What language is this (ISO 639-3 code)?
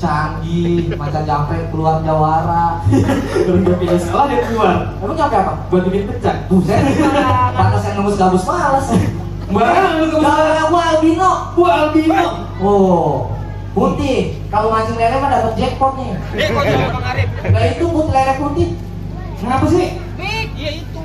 bew